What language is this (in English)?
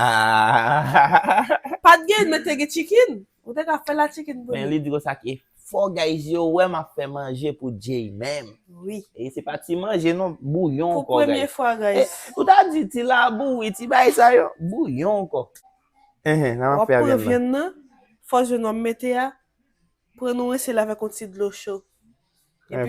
Haitian Creole